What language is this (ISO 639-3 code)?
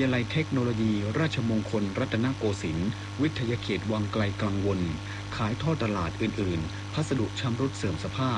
tha